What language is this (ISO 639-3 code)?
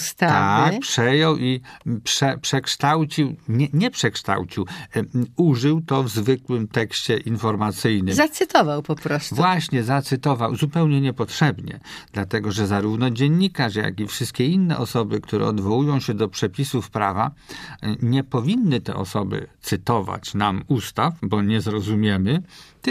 pol